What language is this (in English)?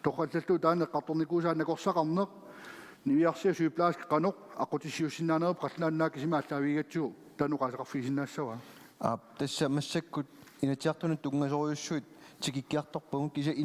Kalaallisut